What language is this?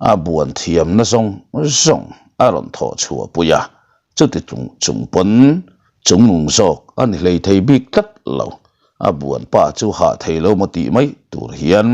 Mizo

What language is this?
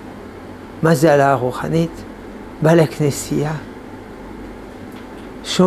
Hebrew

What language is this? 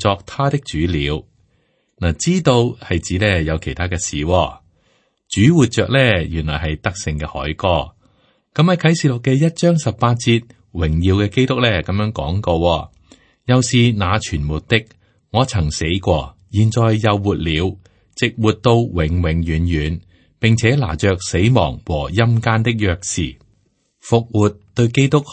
Cantonese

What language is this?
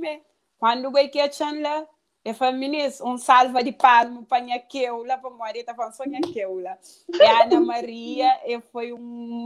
Kabuverdianu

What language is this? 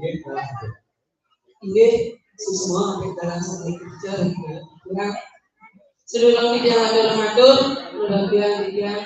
Balinese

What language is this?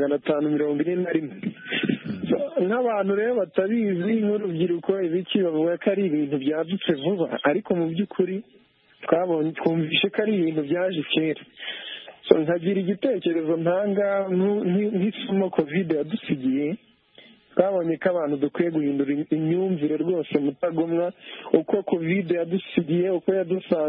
Kinyarwanda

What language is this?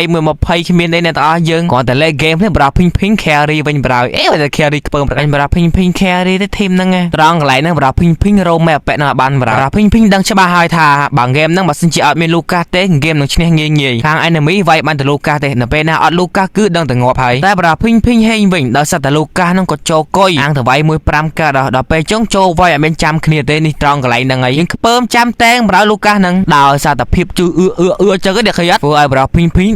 Khmer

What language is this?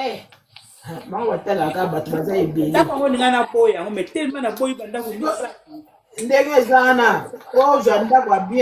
Lingala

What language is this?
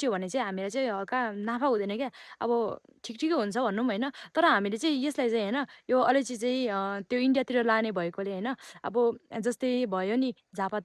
Nepali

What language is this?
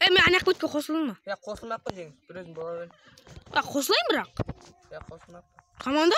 Kara-Kalpak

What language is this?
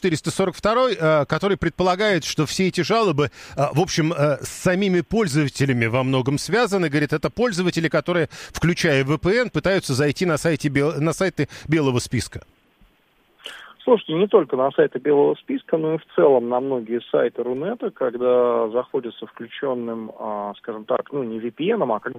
Russian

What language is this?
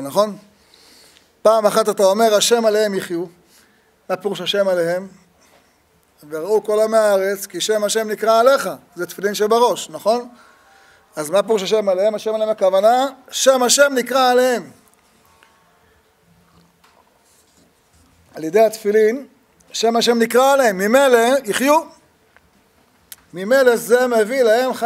Hebrew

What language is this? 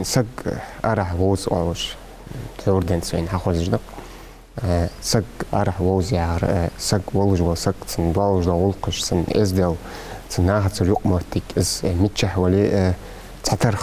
Ingush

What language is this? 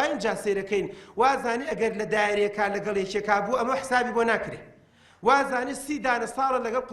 Central Kurdish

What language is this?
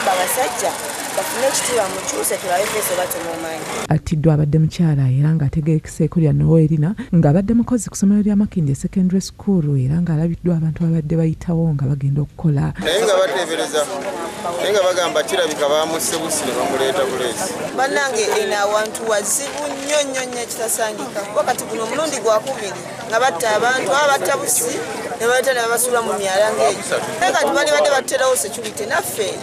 Ganda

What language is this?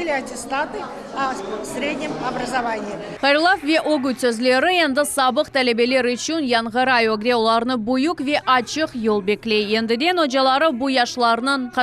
Crimean Tatar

